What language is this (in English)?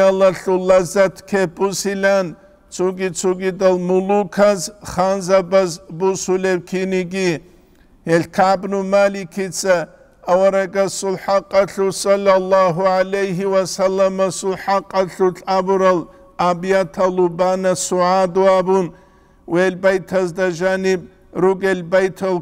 Avaric